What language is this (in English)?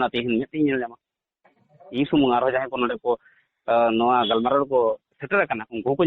Santali